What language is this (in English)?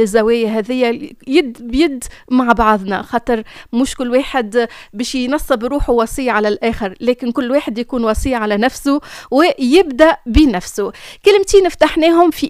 Tunisian Arabic